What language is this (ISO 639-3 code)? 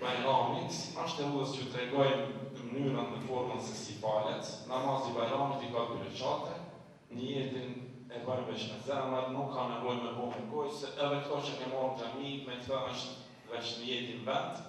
sqi